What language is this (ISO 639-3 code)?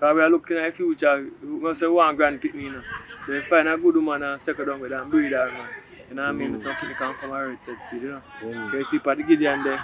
jam